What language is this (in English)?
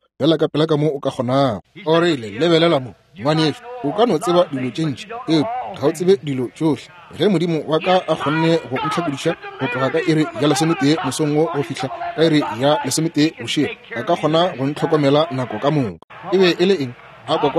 Northern Sotho